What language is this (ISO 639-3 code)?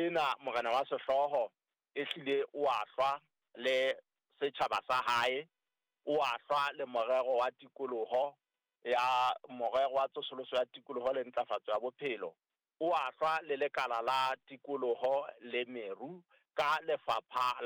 sot